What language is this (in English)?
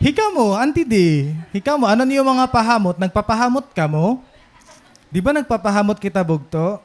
Waray